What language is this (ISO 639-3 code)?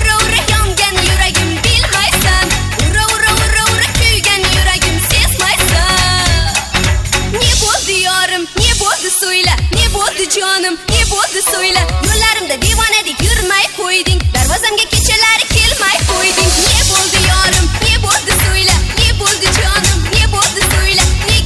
kaa